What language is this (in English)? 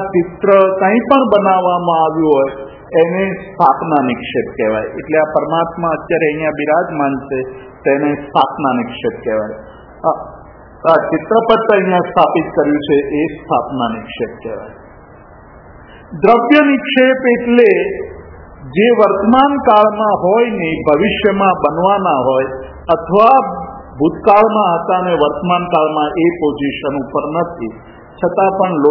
Gujarati